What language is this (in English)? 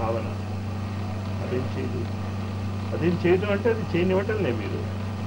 Telugu